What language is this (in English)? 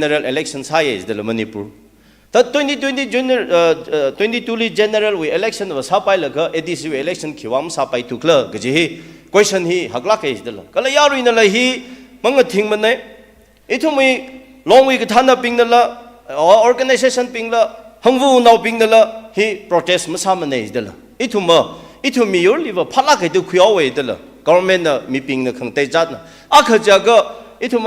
Tangkhul Naga (India)